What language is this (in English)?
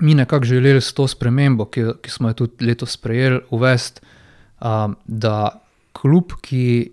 Slovenian